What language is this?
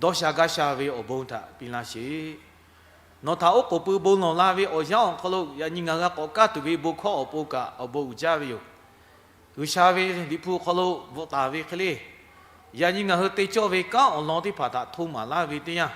Lahu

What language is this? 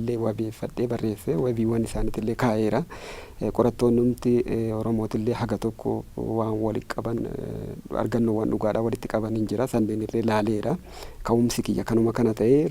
Oromo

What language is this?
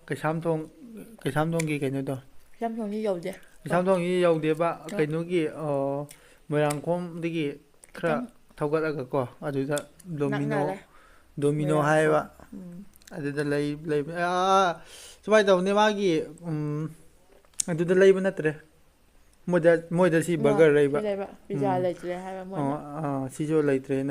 Manipuri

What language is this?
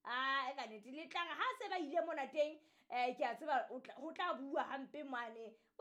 Southern Sotho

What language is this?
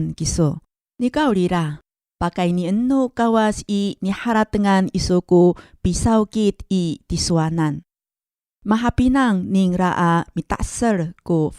Amis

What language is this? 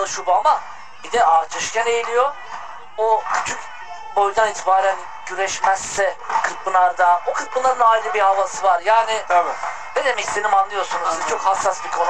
Turkish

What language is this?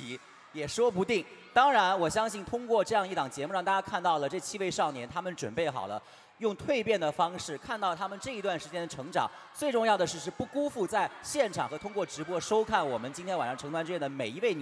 Chinese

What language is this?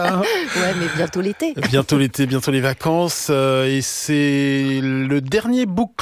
French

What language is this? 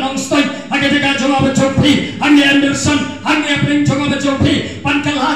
Khasi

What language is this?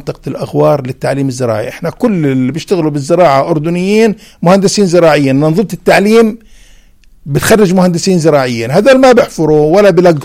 North Levantine Arabic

